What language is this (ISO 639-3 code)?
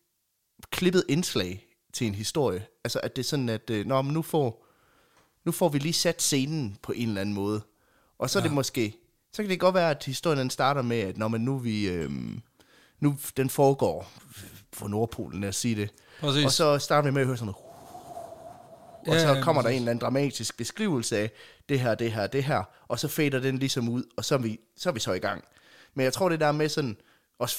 dan